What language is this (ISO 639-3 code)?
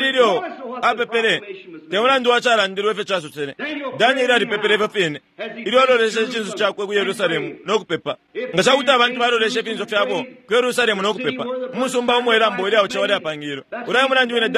bem